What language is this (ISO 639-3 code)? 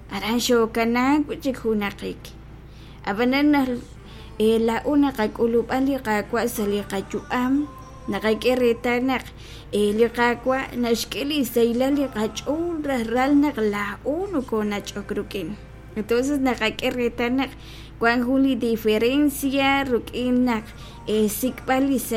kek